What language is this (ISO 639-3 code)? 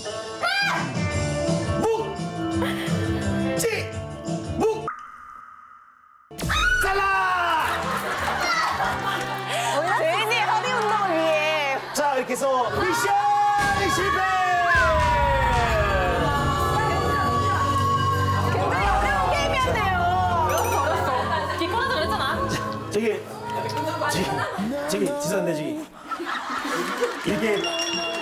kor